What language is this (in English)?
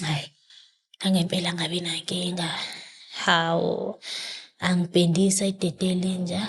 Zulu